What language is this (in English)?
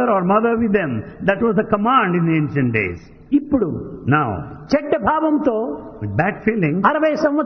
Telugu